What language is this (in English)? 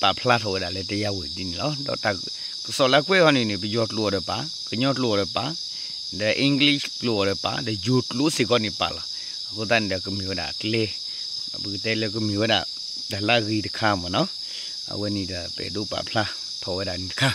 S'gaw Karen